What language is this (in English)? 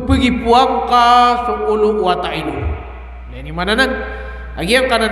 Maranao